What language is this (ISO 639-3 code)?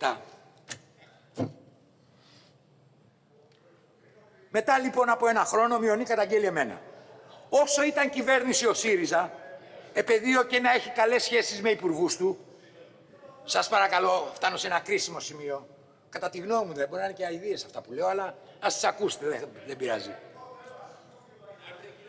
ell